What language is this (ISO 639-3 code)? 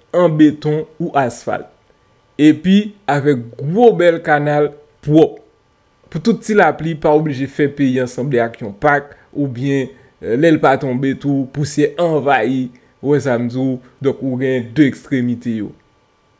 hat